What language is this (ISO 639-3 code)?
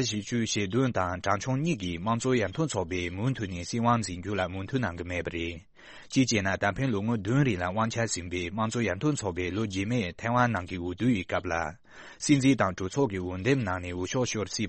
bod